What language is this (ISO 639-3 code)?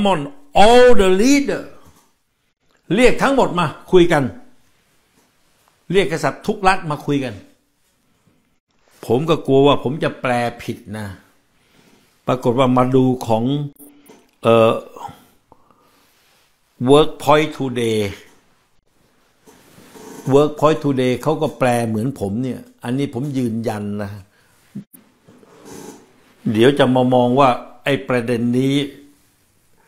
tha